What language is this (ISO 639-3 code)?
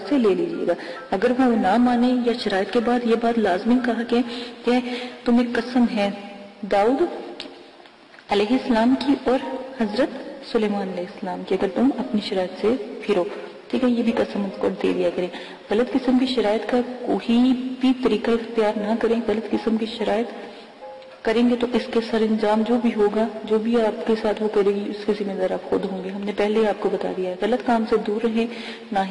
urd